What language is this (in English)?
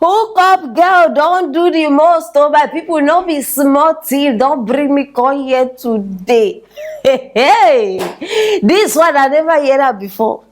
Nigerian Pidgin